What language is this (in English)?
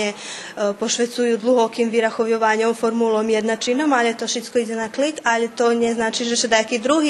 Rusyn